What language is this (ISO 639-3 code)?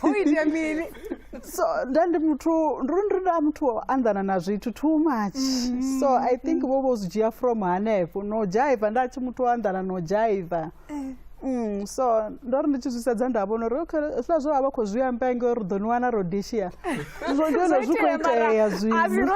ven